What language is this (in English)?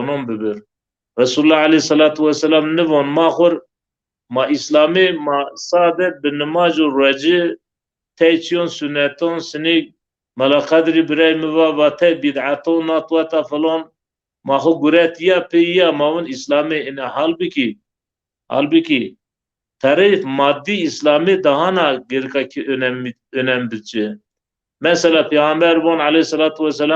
Zaza